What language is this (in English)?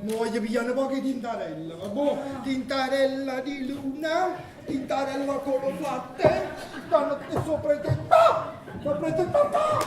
Neapolitan